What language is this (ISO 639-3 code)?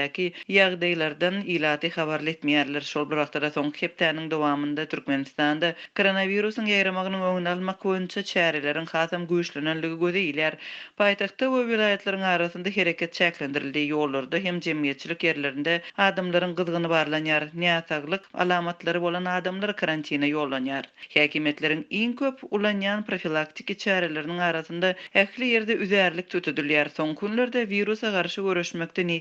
tuk